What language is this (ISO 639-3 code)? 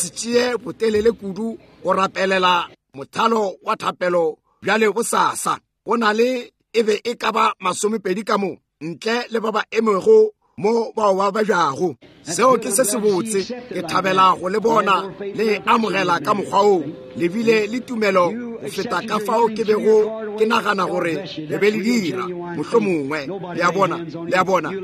nso